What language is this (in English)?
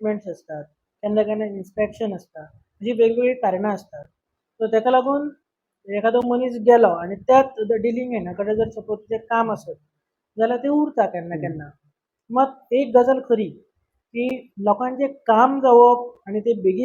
Konkani